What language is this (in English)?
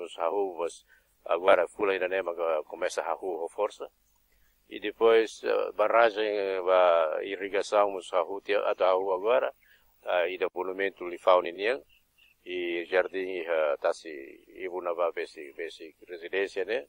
Tetum